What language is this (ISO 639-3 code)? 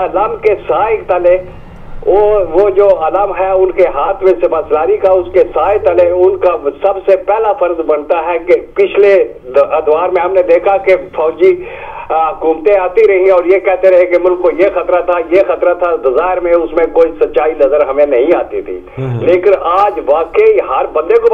urd